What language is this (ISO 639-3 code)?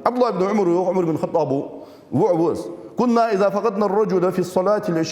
inh